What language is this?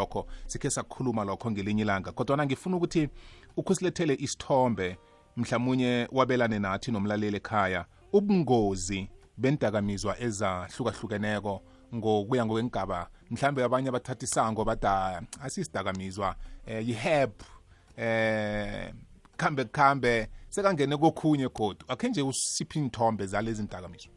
South Ndebele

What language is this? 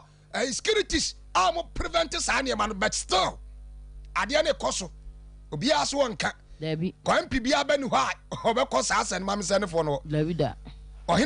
Akan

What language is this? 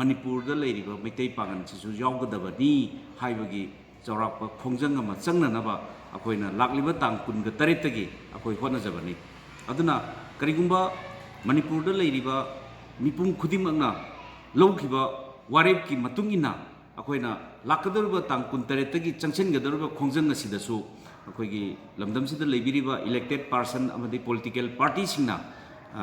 Manipuri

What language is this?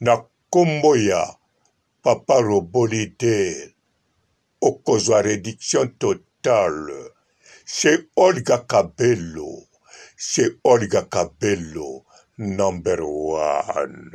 Lingala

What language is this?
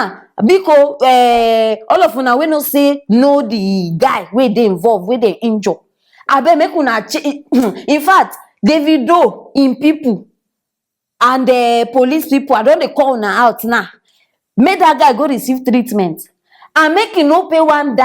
Nigerian Pidgin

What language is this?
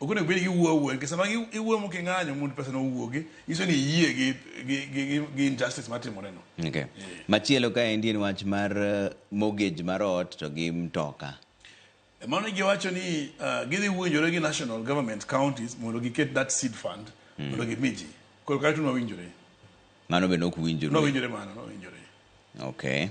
Luo (Kenya and Tanzania)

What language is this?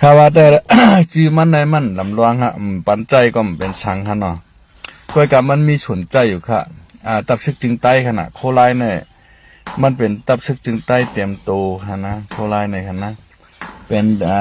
Shan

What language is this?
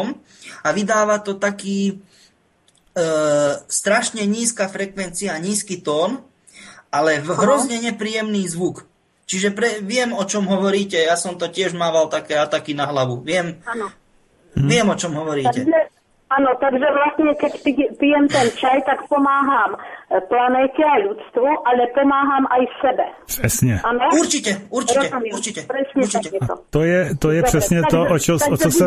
Slovak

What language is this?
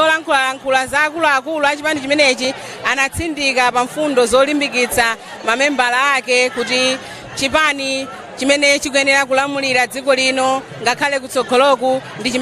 Nyanja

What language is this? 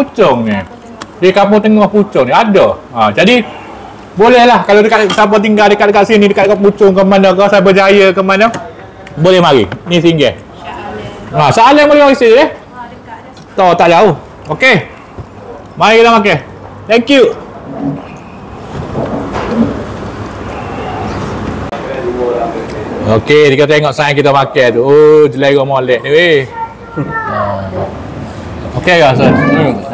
Malay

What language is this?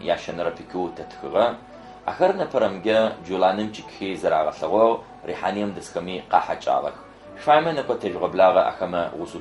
Adyghe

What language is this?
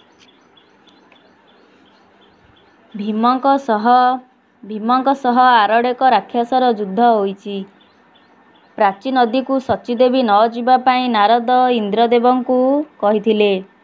Odia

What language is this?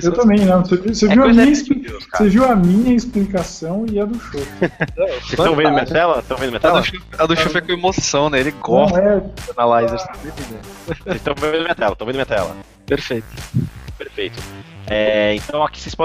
Portuguese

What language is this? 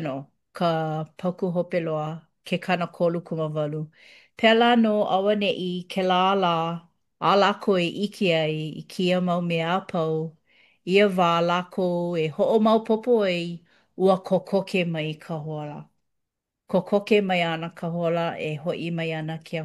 Hawaiian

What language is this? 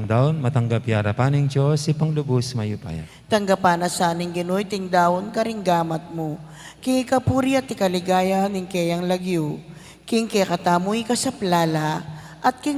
Pampanga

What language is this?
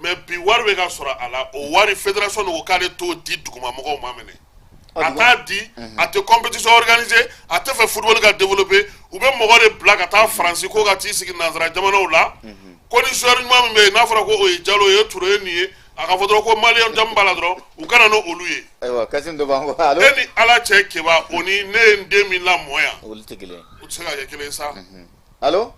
Bambara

